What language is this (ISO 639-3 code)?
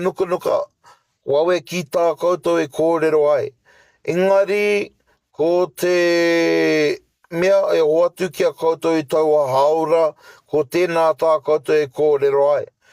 mri